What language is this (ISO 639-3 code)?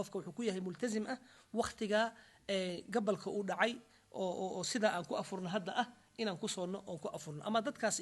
som